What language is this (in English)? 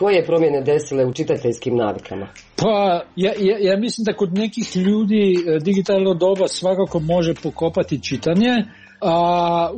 Croatian